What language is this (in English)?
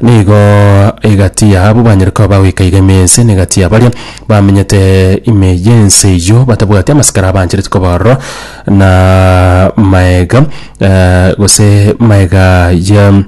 Gusii